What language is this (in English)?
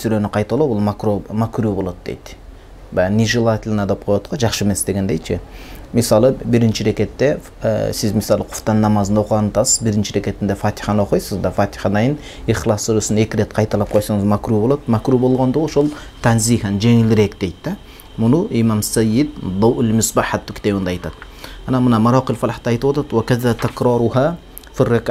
Kyrgyz